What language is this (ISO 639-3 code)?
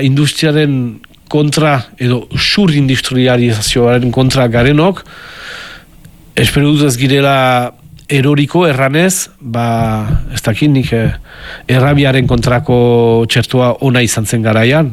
eus